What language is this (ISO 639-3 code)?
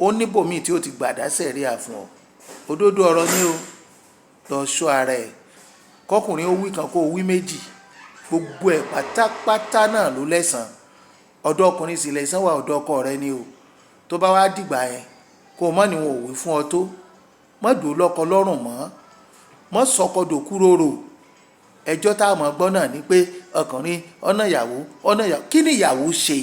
yor